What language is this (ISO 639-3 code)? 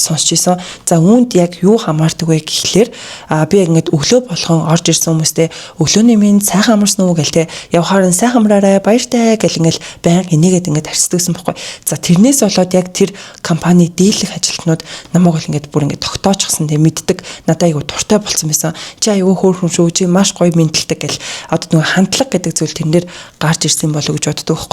mon